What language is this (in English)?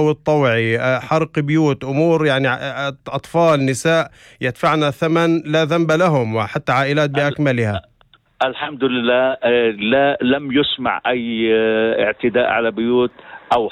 North Levantine Arabic